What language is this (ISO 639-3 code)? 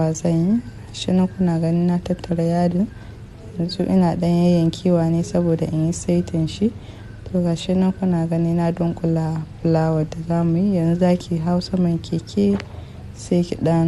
hau